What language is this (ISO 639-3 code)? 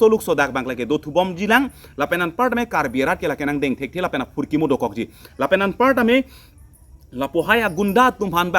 mjw